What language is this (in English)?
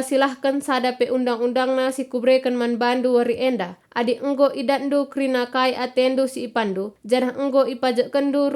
Batak Karo